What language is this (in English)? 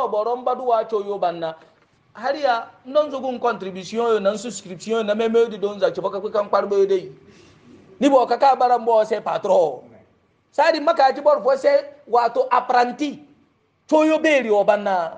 Hausa